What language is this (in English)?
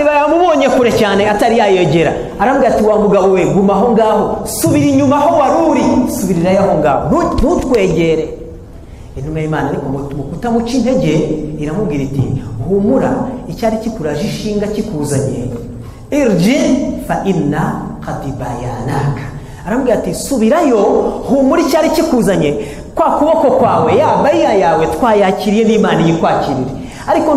Kinyarwanda